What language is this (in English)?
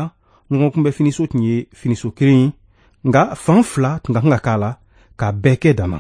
Bambara